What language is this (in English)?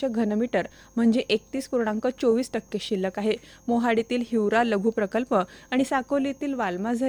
Marathi